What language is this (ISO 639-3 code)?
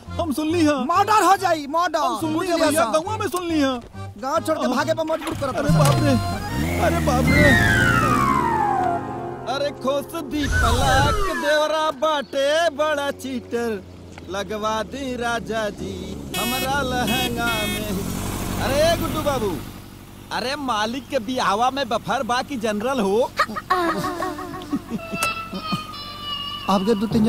bho